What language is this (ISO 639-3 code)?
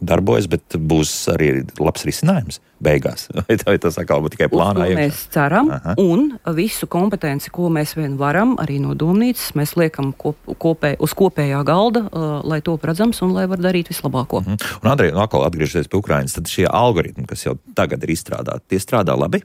lav